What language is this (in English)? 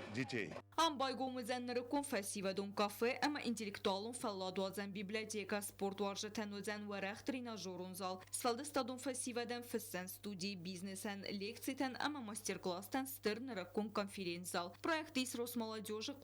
Ossetic